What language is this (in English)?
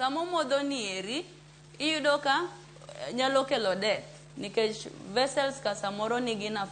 Luo (Kenya and Tanzania)